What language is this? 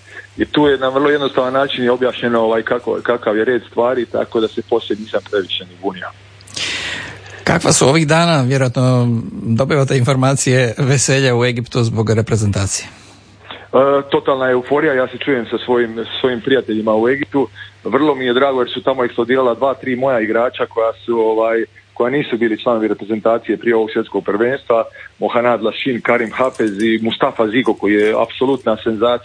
Croatian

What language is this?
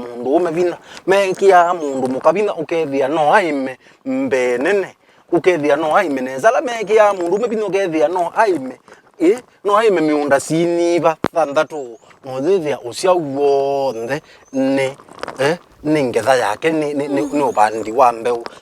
Kamba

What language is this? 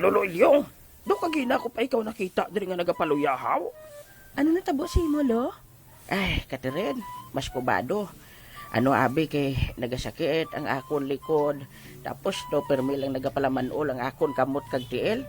Hiligaynon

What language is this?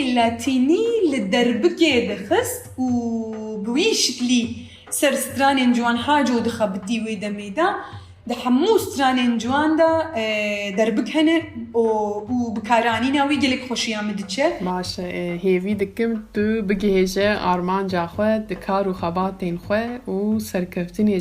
Kurdish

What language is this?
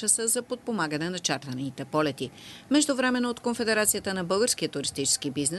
Bulgarian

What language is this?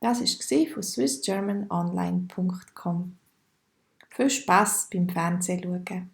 Swiss German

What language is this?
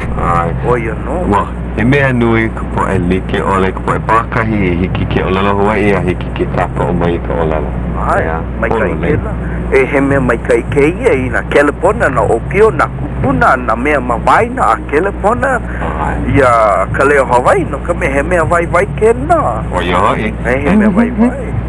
Hawaiian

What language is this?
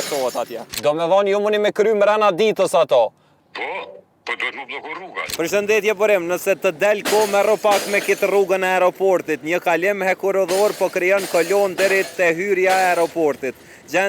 Albanian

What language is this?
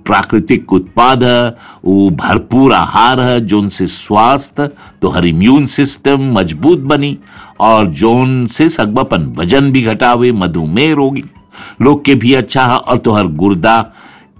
Bhojpuri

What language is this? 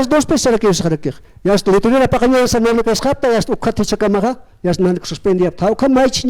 Aymara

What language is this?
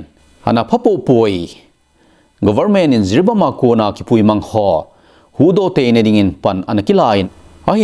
Thado Chin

